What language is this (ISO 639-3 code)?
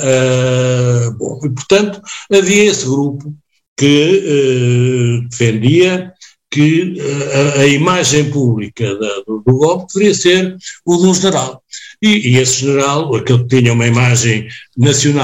por